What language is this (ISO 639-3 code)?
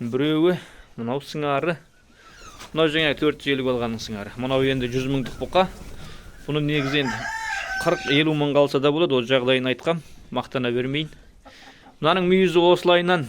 kaz